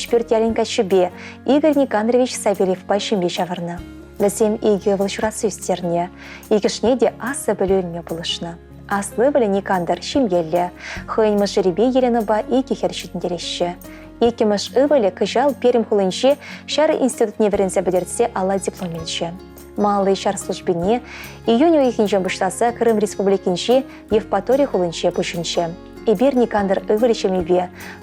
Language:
Chuvash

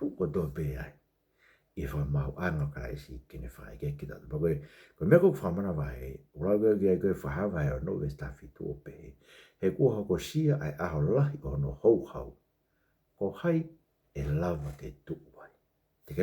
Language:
Tongan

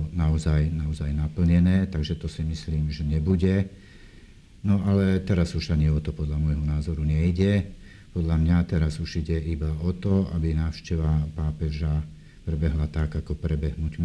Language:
Slovak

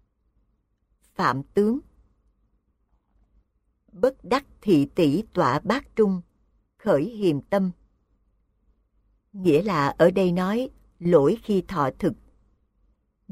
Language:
Vietnamese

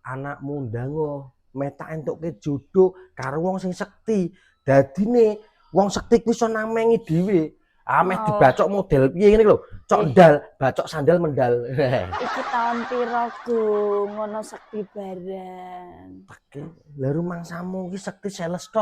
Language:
Javanese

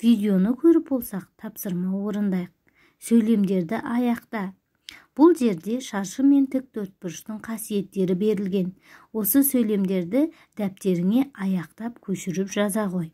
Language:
Kazakh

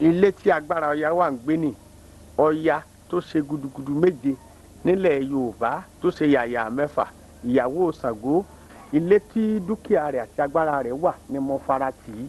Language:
Yoruba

